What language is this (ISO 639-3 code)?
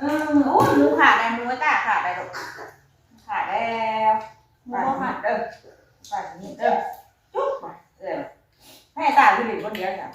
tts